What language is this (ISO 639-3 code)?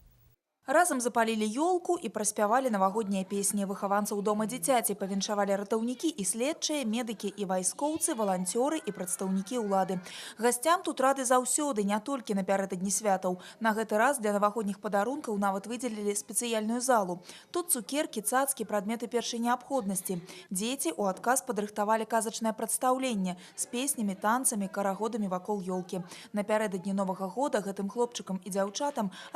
bel